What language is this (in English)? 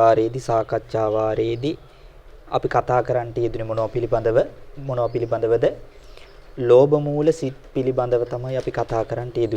Sinhala